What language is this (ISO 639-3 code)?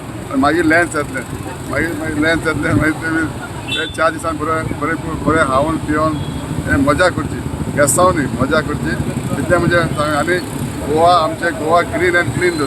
kok